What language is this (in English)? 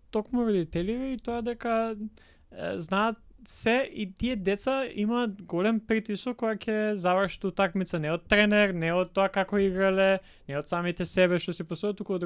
Macedonian